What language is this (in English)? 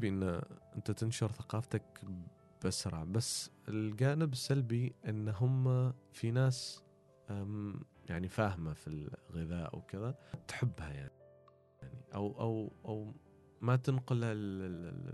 Gulf Arabic